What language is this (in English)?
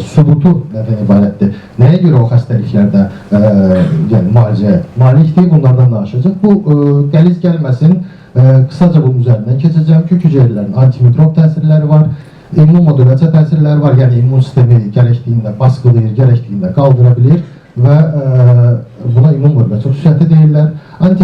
Azerbaijani